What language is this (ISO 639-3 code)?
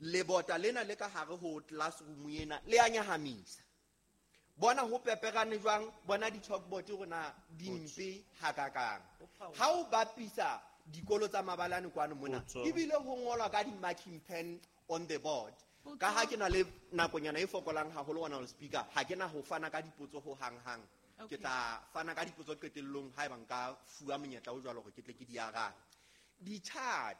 sot